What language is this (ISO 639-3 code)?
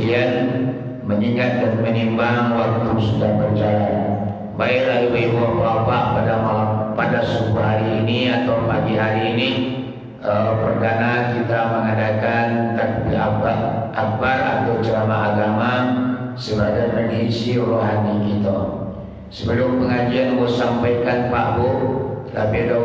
min